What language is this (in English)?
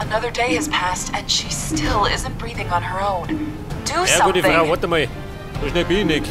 Bavarian